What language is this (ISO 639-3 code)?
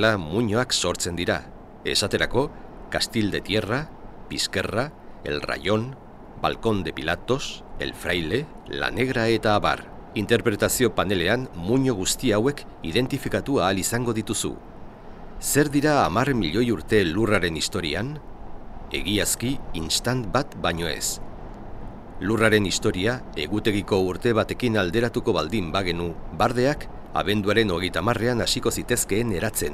eus